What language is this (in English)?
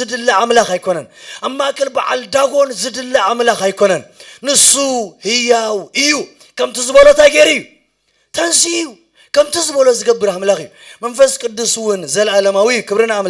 Tigrinya